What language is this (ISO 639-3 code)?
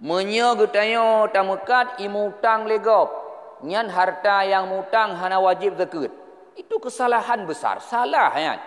ace